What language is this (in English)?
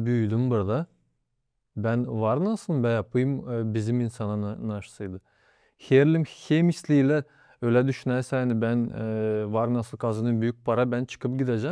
Gagauz